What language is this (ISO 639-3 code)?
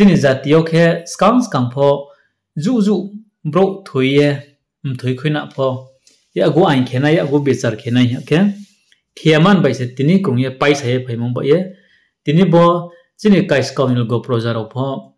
ria